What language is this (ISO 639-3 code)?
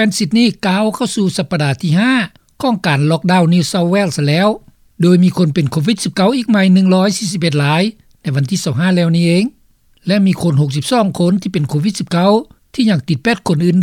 lao